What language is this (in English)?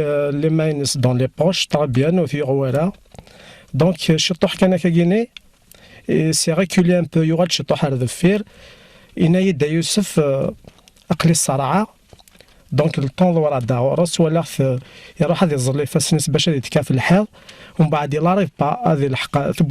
Kabyle